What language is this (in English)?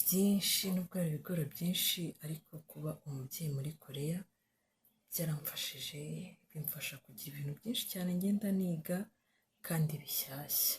Kinyarwanda